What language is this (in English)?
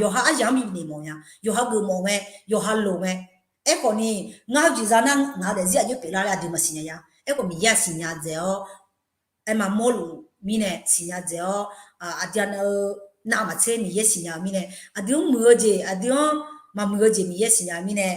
Akha